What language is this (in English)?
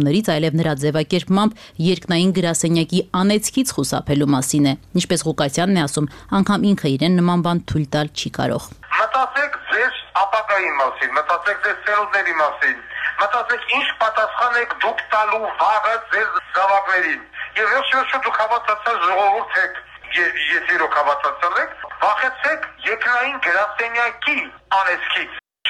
Armenian